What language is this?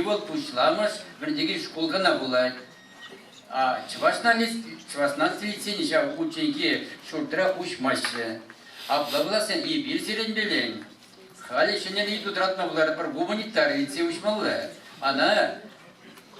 Chuvash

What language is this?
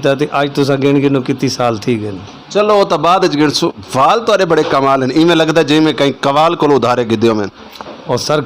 Saraiki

